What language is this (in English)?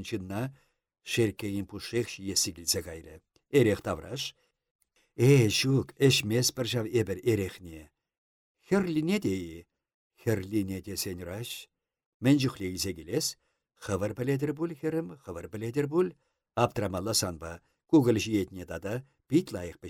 Chuvash